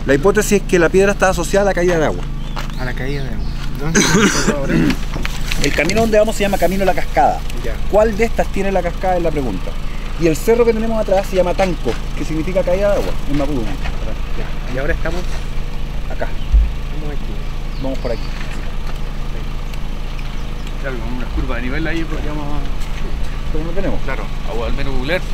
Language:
Spanish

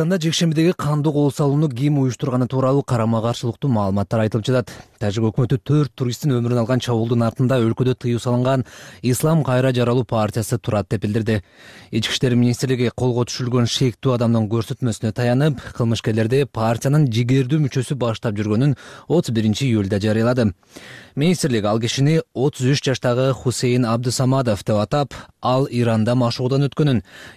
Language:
Kyrgyz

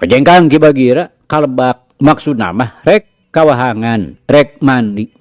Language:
Sundanese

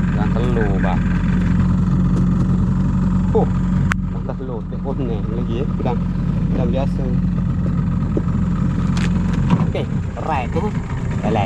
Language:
Malay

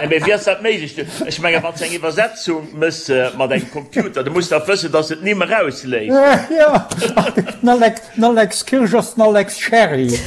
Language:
Luxembourgish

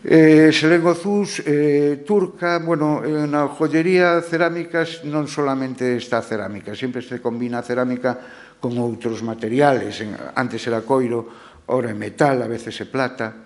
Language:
Galician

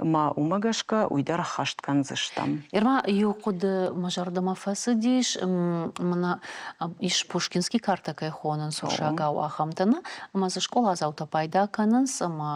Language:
Ossetic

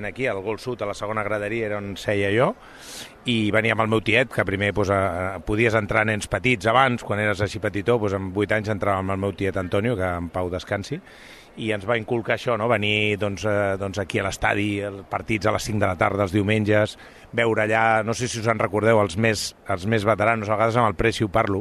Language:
Catalan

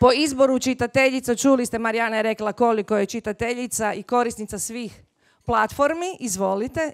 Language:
Croatian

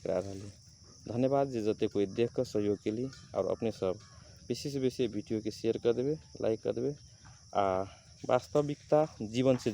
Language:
Magahi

